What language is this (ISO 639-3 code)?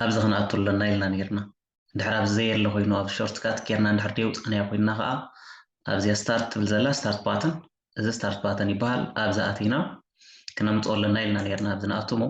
tir